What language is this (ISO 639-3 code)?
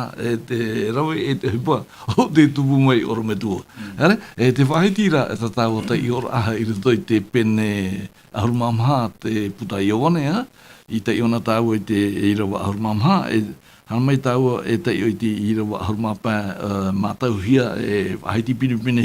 tah